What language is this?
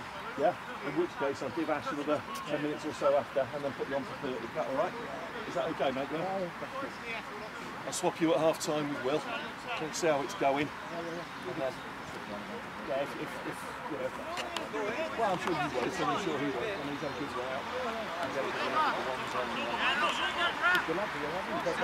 English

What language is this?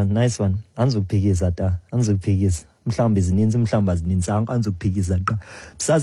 Xhosa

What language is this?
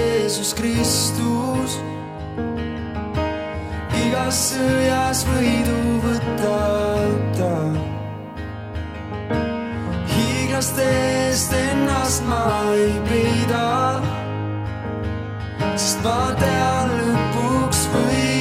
Estonian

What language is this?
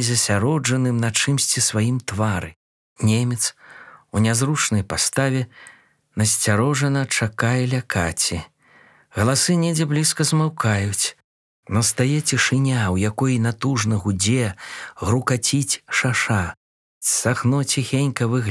Belarusian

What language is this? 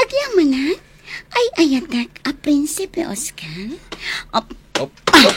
Iloko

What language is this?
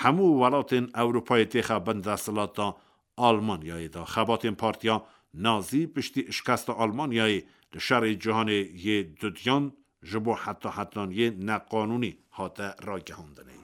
Kurdish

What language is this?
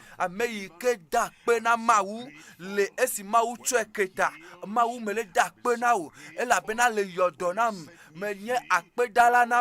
Ewe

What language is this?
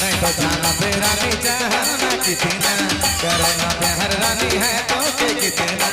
Sadri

